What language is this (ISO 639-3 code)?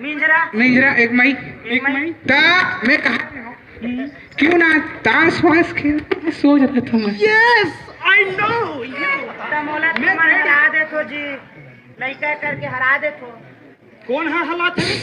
hne